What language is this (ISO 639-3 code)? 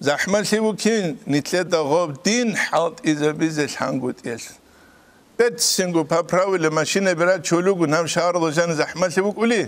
ava